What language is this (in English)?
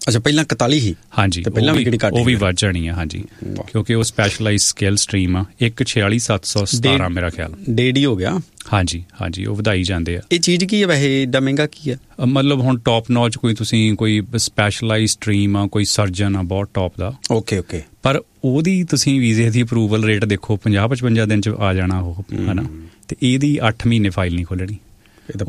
Punjabi